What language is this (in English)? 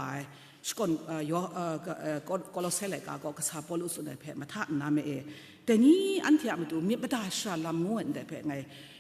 Kachin